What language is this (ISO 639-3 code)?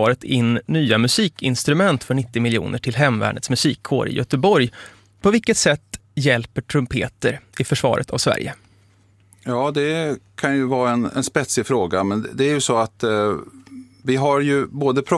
swe